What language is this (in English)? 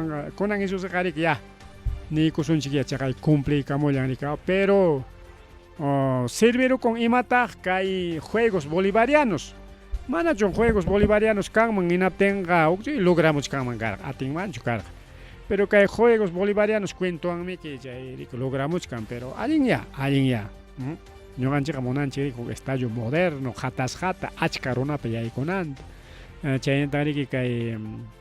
Ayacucho Quechua